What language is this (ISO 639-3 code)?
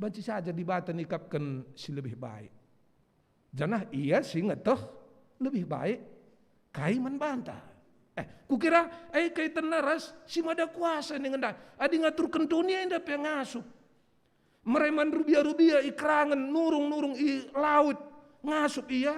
btx